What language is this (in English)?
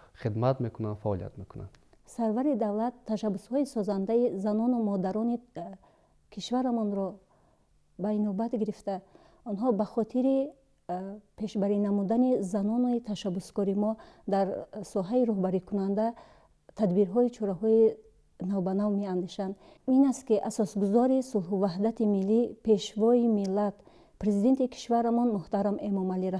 Tajik